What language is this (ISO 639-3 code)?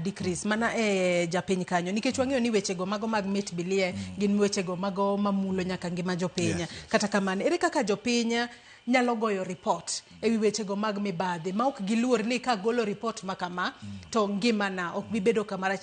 luo